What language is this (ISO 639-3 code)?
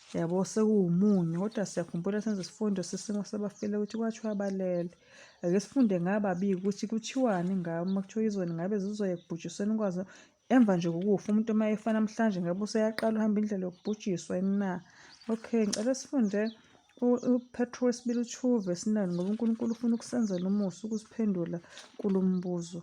zul